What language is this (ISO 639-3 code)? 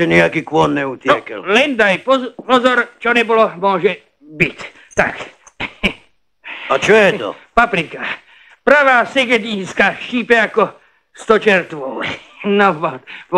slk